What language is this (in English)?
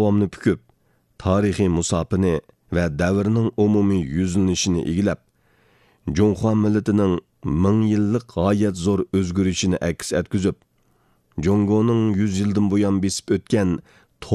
Uyghur